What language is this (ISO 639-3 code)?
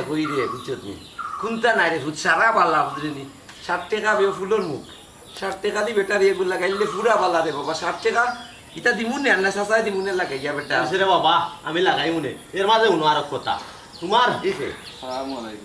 syl